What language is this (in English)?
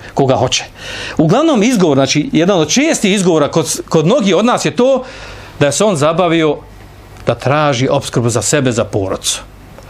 Bosnian